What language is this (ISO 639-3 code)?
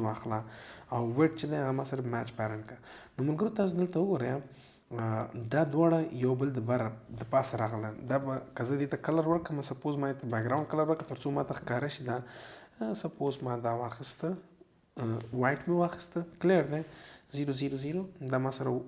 pus